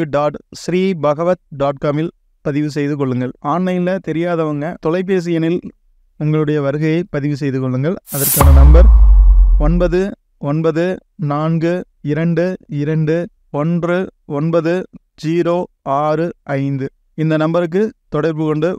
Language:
Tamil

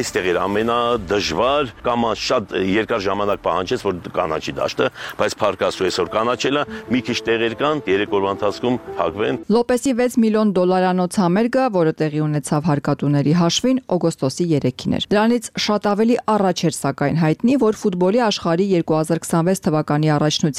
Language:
Armenian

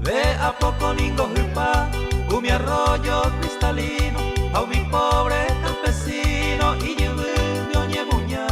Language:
Guarani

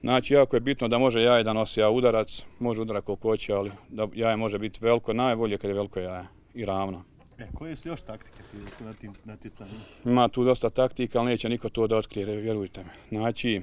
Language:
Bosnian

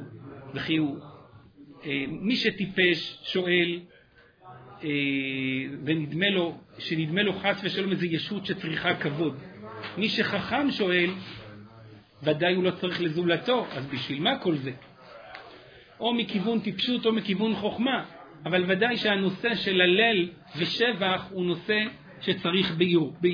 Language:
Hebrew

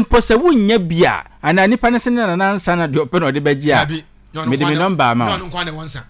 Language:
Akan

